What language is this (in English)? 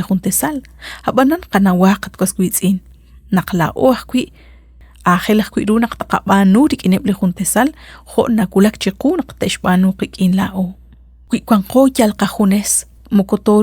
Kekchí